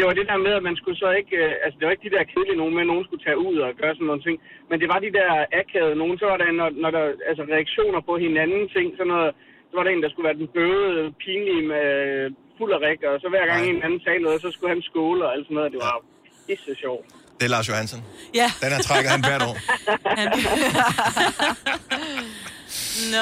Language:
Danish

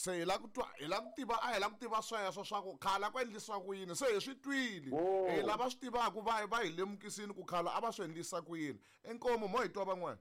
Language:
Tsonga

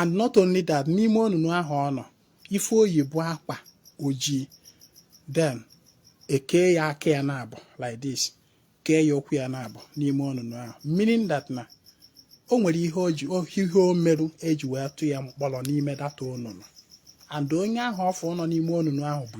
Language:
Igbo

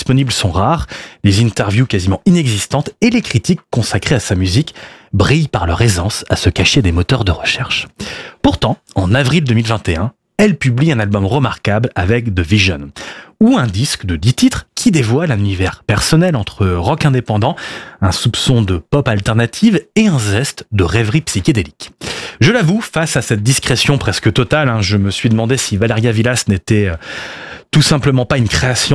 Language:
French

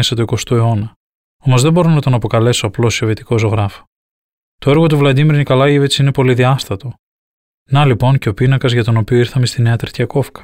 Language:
Greek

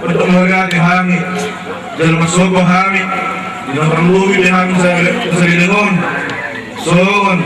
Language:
Batak Toba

